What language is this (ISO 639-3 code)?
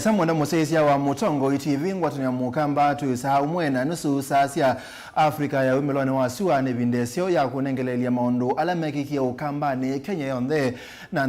kam